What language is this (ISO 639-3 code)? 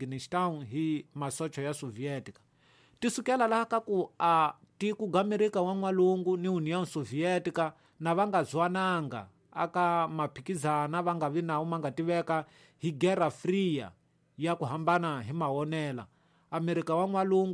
tso